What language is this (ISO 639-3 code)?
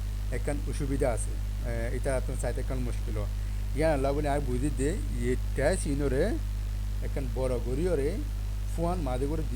rhg